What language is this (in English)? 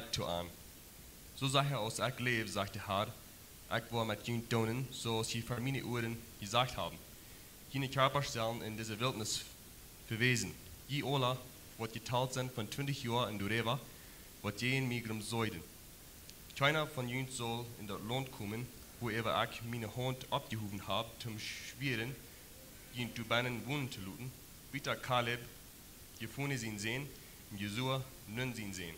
Plautdietsch